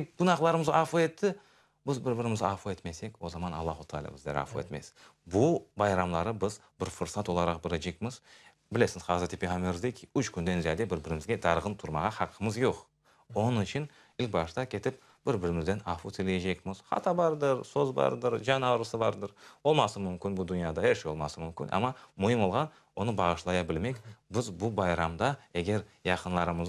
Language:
Crimean Tatar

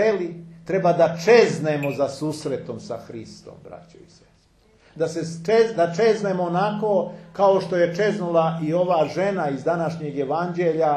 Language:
Serbian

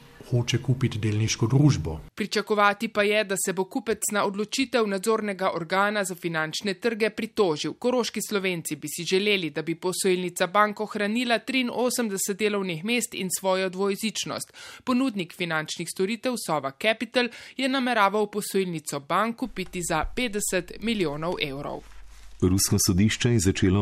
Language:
Slovenian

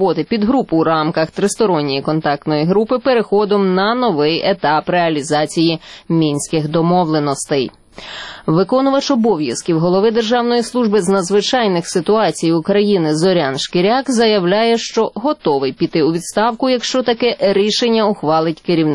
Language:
Ukrainian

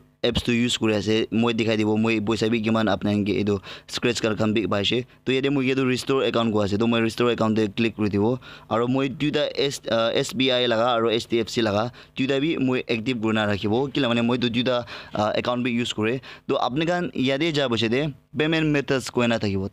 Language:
Naga Pidgin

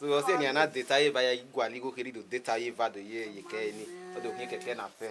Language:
Bini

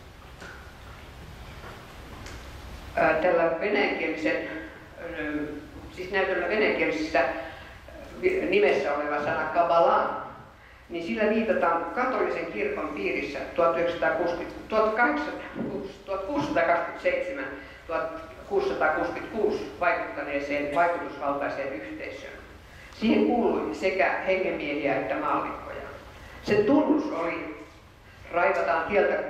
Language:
Finnish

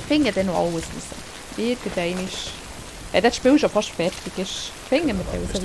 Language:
Swiss German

